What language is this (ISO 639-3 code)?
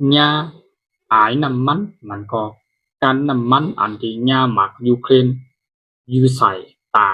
shn